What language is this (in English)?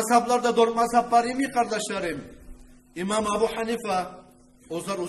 Kumyk